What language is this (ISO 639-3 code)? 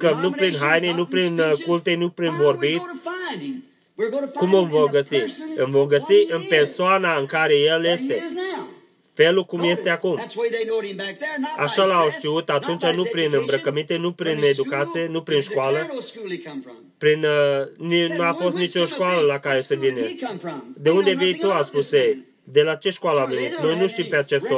ron